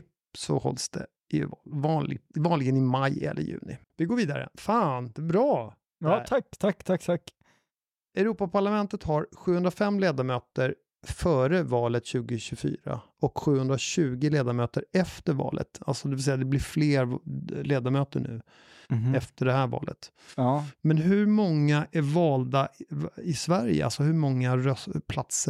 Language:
Swedish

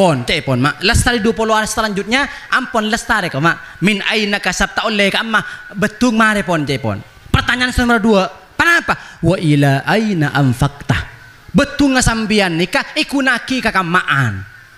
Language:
Madurese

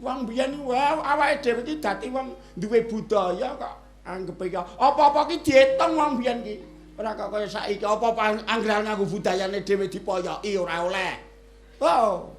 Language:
Javanese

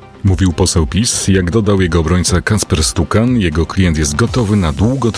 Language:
Polish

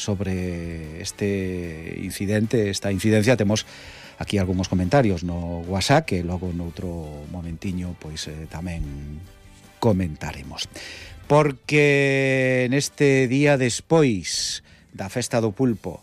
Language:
Galician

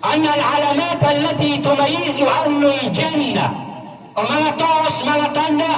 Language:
Maranao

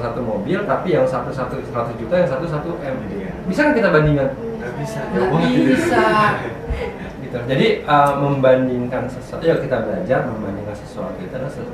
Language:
Indonesian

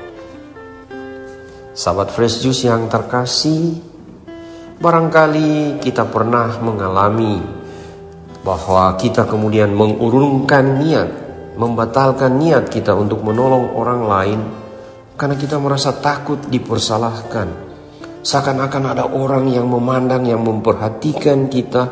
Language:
Indonesian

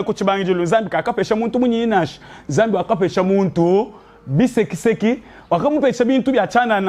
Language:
Luba-Lulua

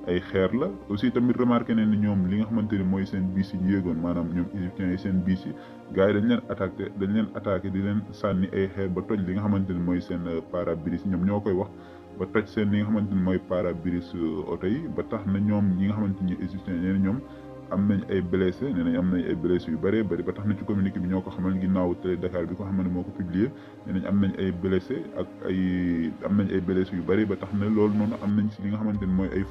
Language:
Wolof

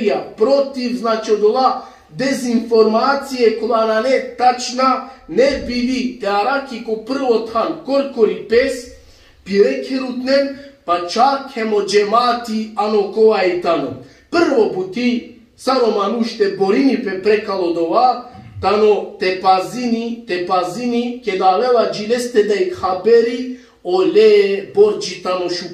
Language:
Balkan Romani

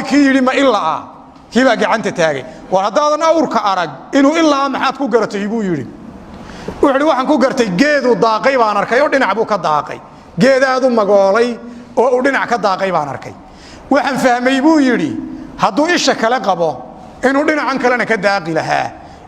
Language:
Somali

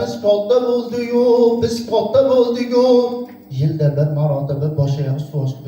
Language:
Uzbek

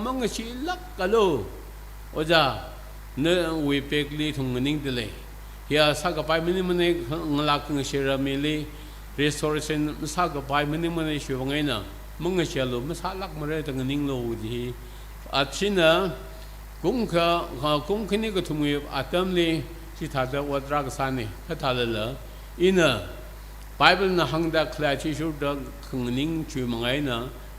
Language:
Tangkhul Naga (India)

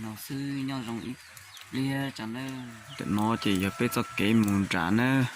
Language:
Hmong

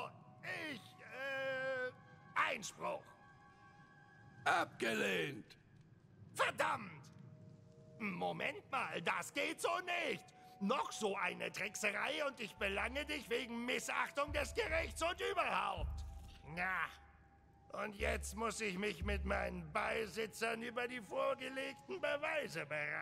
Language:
German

